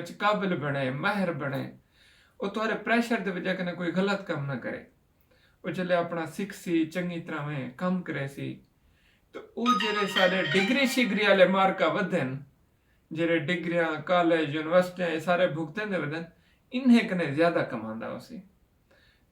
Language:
Saraiki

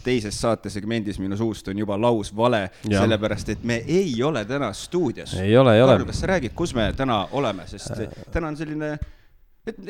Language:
Estonian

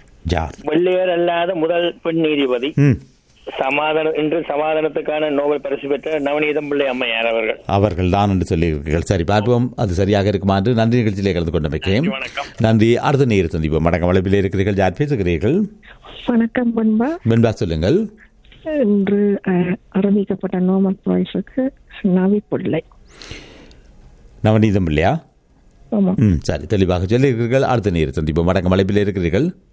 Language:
Tamil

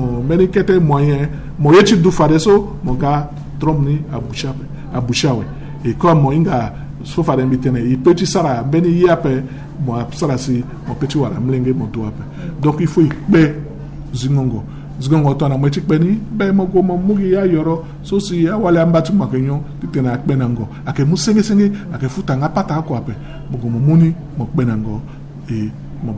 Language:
Sango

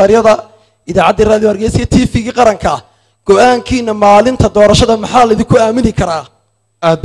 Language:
Somali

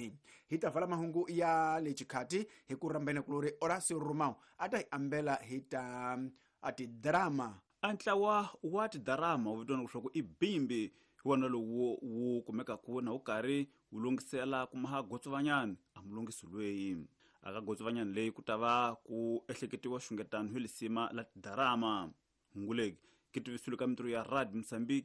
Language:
Tsonga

